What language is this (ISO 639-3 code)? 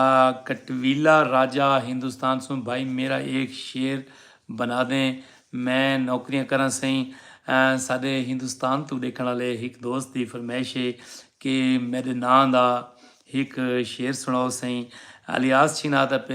skr